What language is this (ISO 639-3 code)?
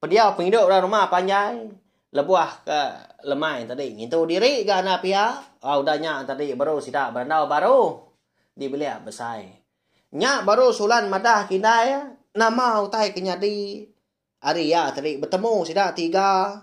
iba